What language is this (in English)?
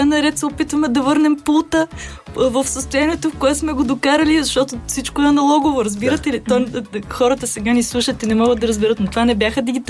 Bulgarian